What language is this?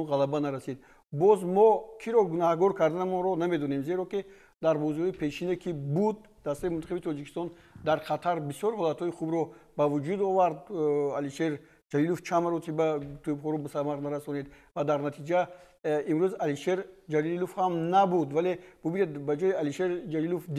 Tajik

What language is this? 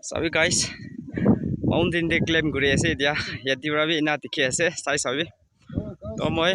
Naga Pidgin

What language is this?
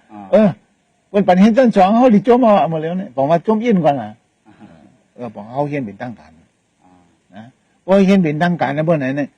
Shan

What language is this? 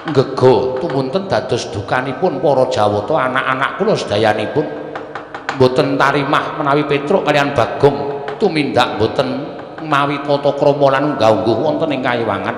Javanese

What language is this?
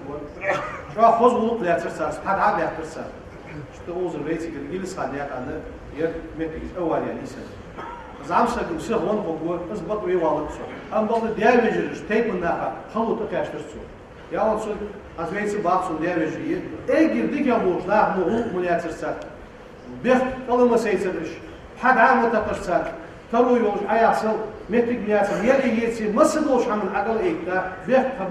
Ingush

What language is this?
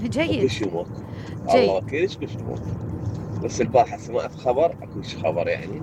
Mesopotamian Arabic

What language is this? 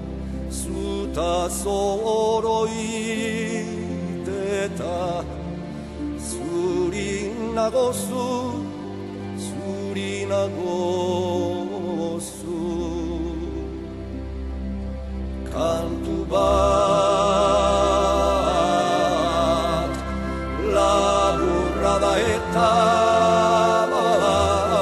Basque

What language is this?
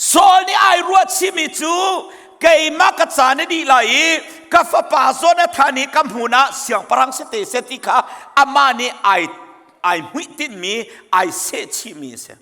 Hakha Chin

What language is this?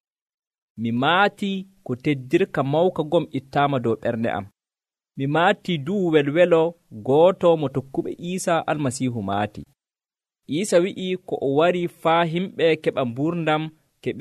Nigerian Fulfulde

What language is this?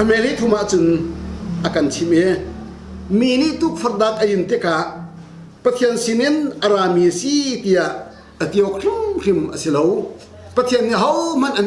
Hakha Chin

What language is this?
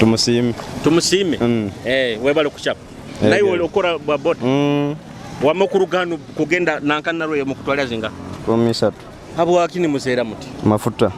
Nyoro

